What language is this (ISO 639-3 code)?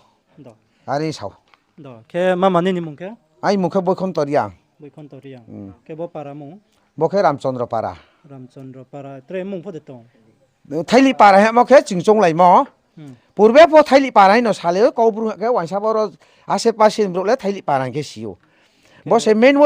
ria